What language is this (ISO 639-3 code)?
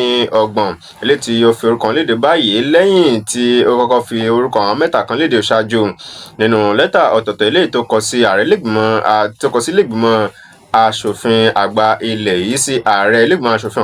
yor